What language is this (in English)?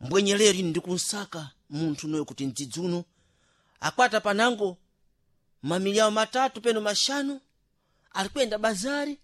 Sena